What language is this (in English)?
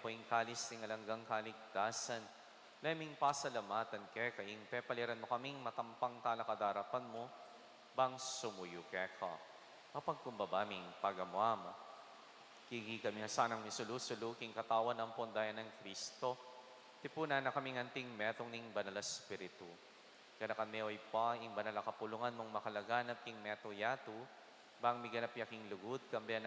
Pampanga